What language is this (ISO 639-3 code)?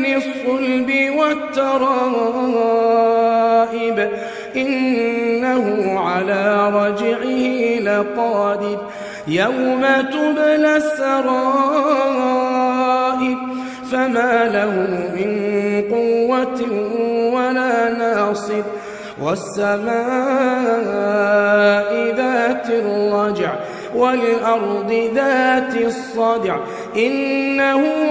ara